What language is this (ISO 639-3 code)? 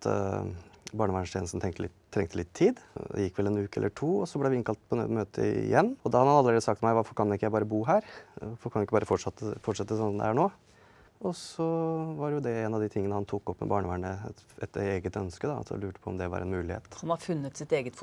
nor